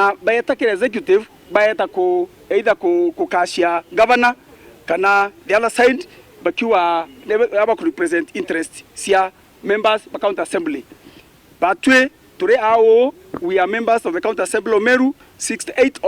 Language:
Meru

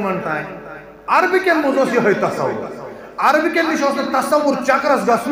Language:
Kashmiri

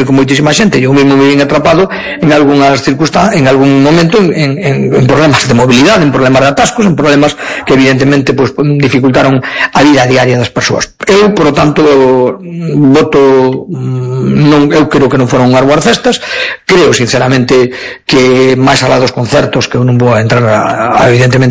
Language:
Galician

